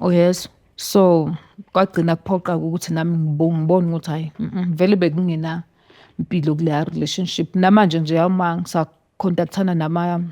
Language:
Zulu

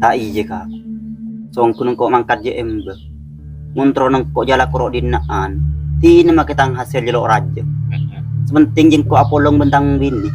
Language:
Madurese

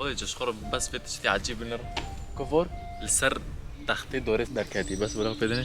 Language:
Kurdish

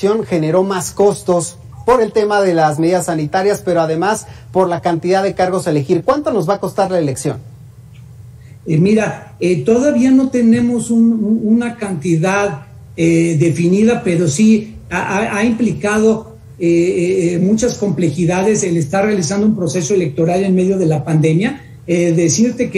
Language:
Spanish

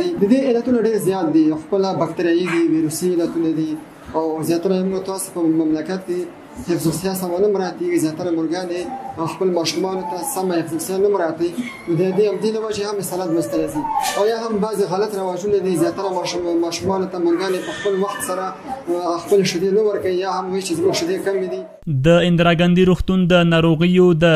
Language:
Pashto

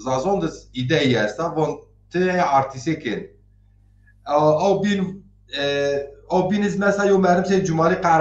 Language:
Zaza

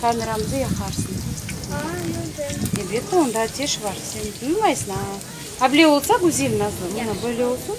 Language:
Crimean Tatar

